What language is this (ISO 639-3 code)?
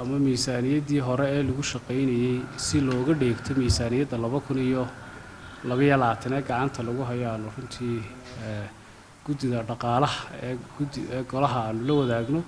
som